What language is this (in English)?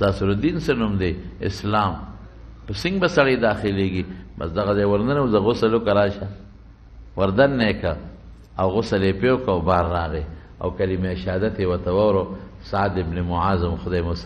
Pashto